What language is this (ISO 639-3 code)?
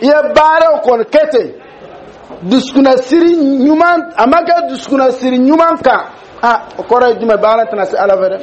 dyu